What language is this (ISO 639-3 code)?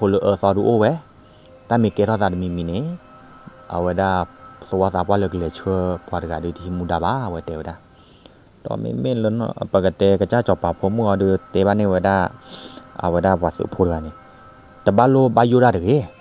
ksw